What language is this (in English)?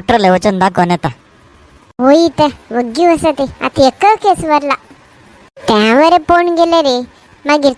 Konkani